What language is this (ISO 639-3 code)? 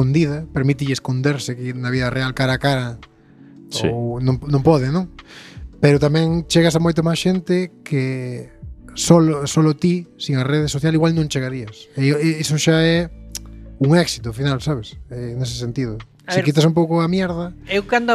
glg